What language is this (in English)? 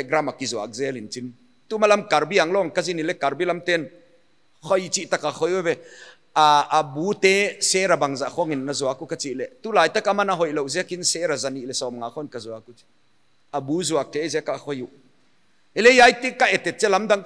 Paite Chin